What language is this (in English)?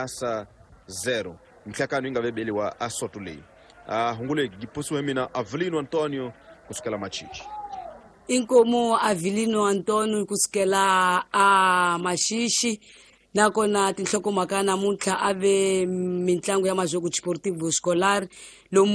Tsonga